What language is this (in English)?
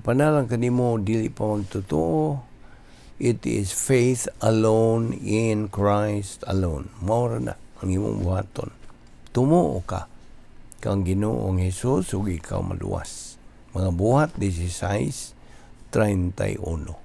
Cebuano